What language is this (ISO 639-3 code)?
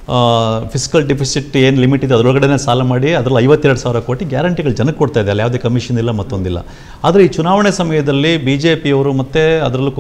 kan